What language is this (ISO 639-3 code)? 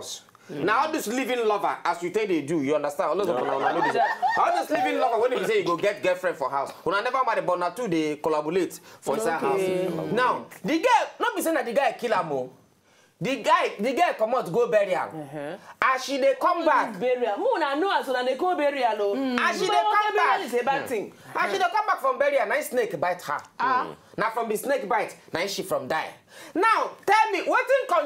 pcm